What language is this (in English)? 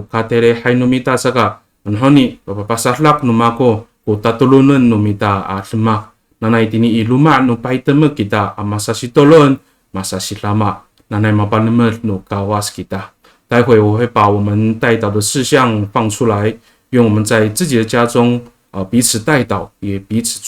Amis